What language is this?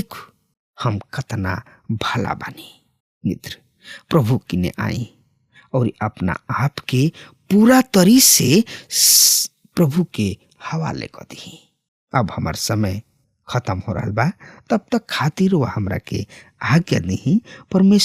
Bhojpuri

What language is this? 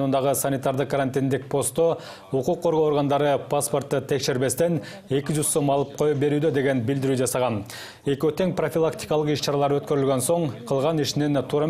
Kyrgyz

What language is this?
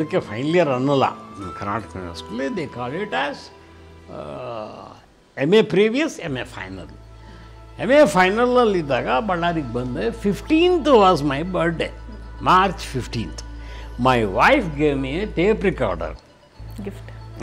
Kannada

